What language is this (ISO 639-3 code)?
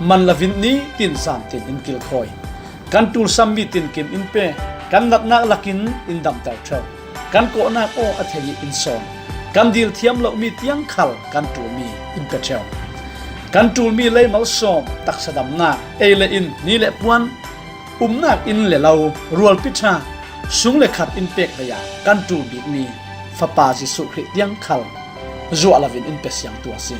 cfm